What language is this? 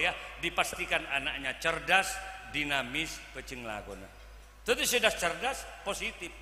Madurese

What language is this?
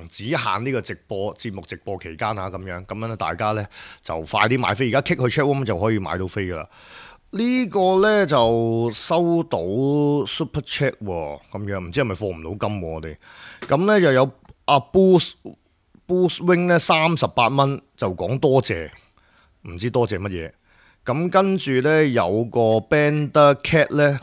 Cantonese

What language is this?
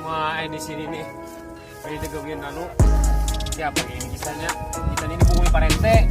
Banjar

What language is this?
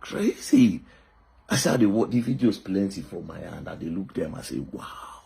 Nigerian Pidgin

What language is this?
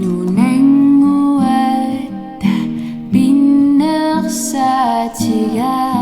Kalaallisut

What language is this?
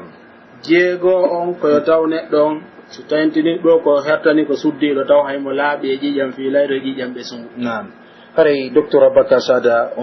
Pular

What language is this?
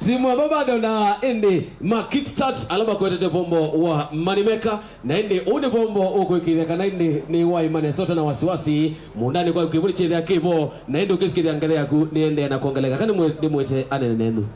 Kamba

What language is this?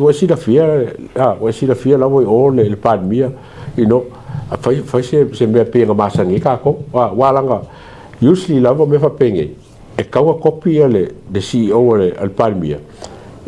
Samoan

